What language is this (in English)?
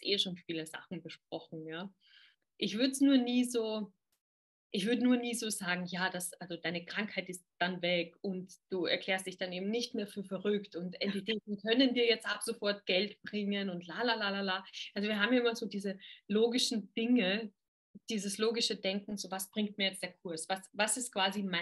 German